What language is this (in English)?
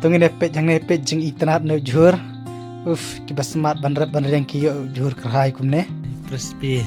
Khasi